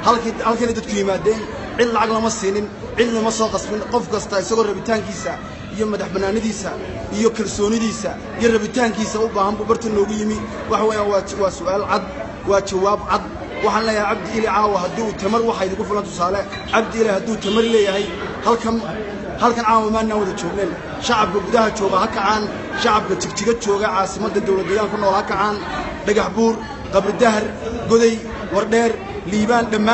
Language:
Somali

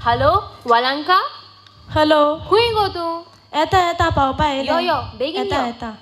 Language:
Konkani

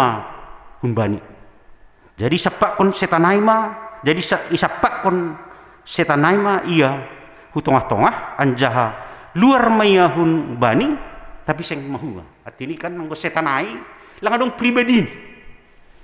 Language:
Batak Simalungun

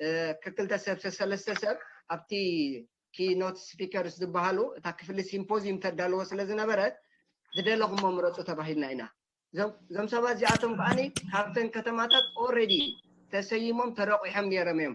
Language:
Tigrinya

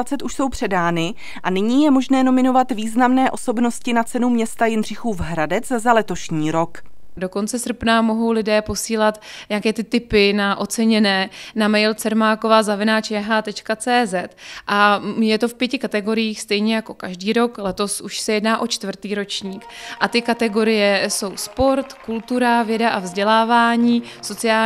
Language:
Czech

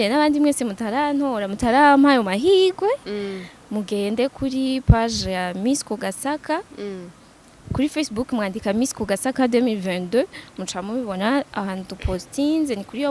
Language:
Rundi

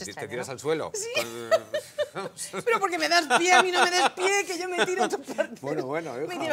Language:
Spanish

